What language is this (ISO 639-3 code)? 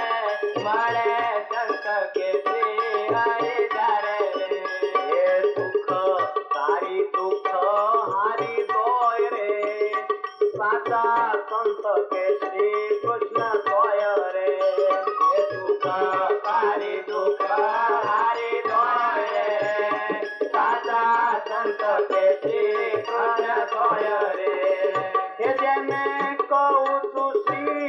guj